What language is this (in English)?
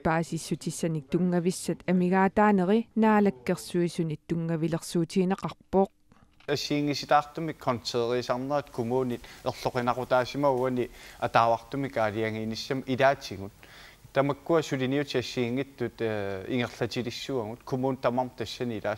Kalaallisut